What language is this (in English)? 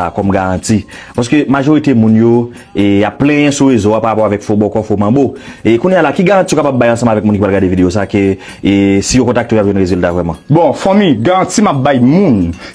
Haitian Creole